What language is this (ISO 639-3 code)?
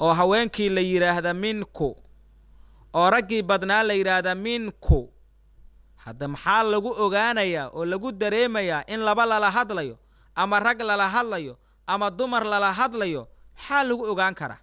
som